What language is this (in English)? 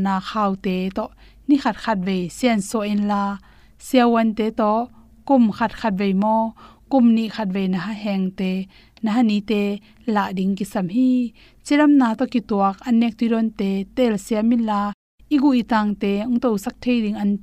Tedim Chin